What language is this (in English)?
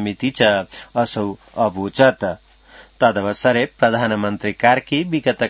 Sanskrit